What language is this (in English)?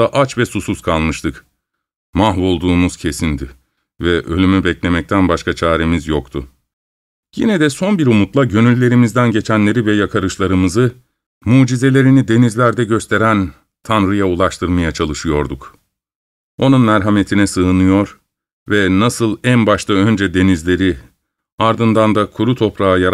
Turkish